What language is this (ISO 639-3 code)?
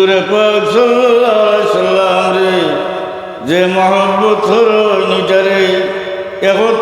syl